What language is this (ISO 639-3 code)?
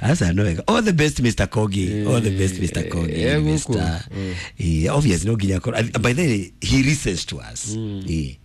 kik